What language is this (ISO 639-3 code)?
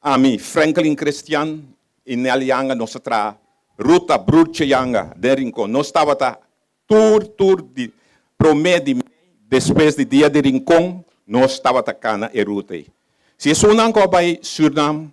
pap